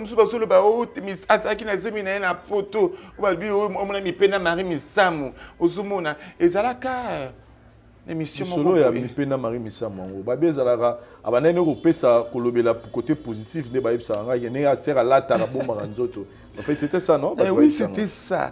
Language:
Lingala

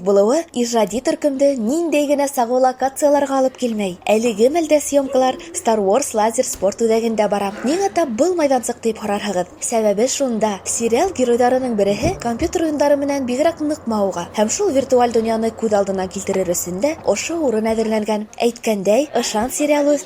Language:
Bashkir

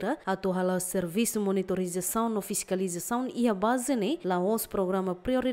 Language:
Tetum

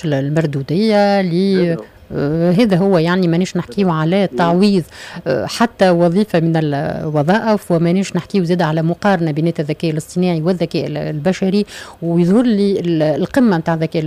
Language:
Tunisian Arabic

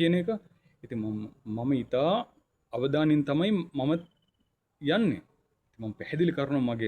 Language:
Sinhala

